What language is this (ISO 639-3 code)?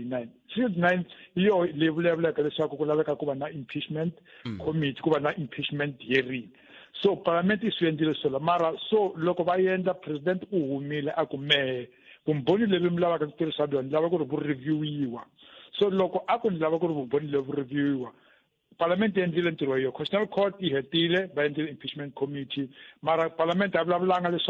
tso